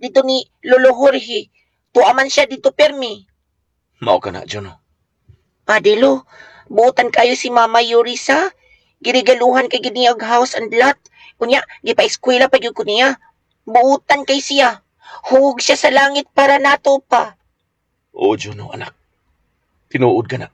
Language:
Cebuano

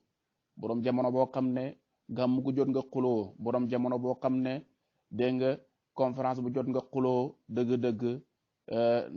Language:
Wolof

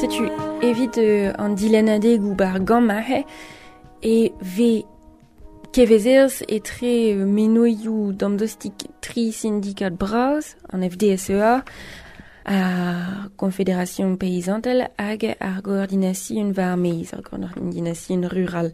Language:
Breton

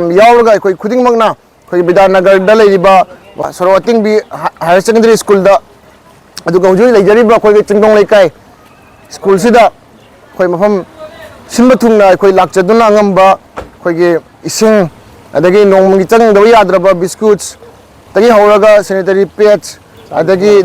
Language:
Manipuri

